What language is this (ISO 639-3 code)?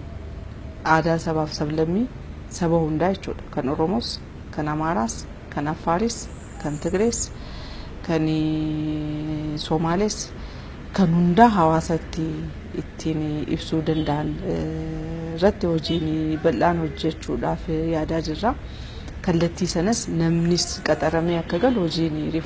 orm